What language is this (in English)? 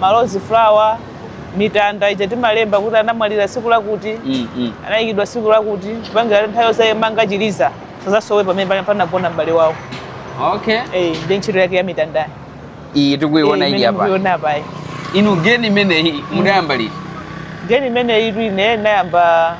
Nyanja